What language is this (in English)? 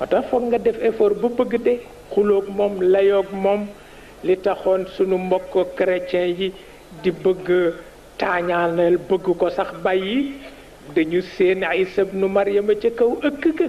Wolof